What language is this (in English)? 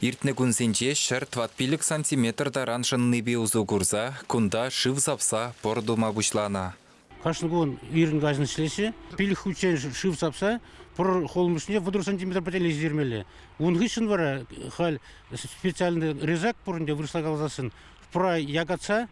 Chuvash